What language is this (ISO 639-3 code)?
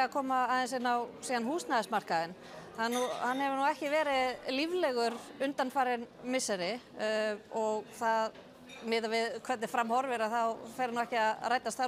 isl